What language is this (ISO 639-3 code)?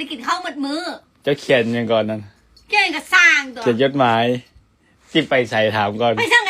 tts